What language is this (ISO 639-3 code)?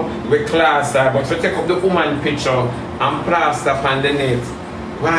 jam